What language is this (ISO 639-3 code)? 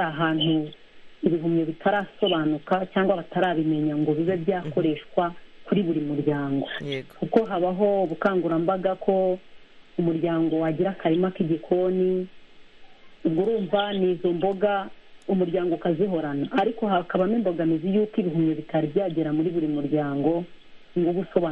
kin